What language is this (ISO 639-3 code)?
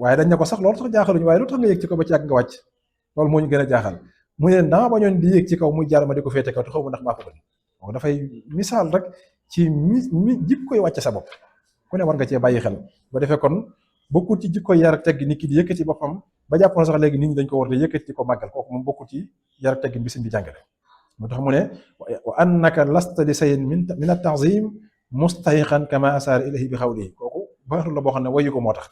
wol